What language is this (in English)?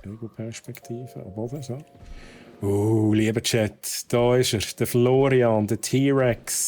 Swiss German